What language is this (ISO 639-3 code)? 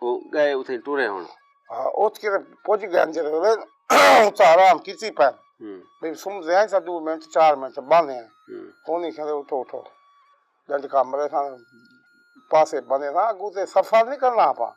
skr